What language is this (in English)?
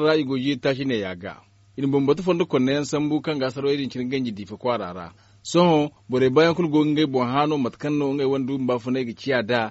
Zarma